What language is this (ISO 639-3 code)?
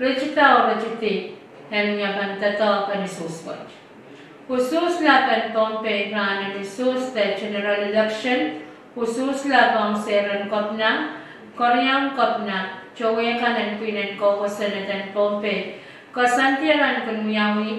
pon